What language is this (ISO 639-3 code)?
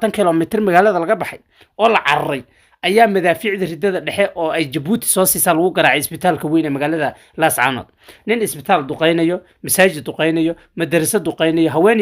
som